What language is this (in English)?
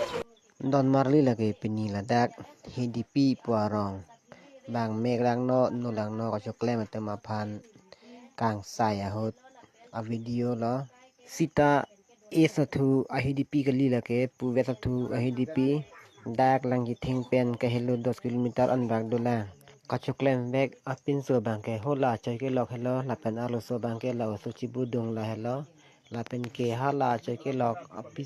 Karbi